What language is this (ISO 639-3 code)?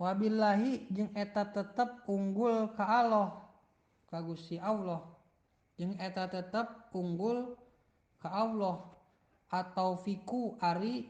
sun